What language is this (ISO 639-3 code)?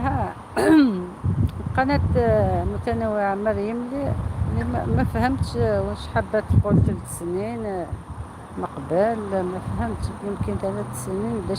arq